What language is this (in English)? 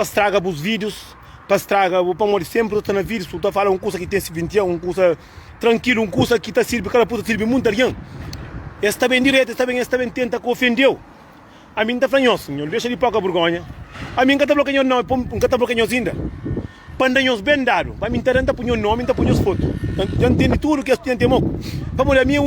Kabuverdianu